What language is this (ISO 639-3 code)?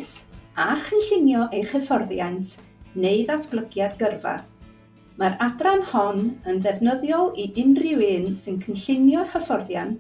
cym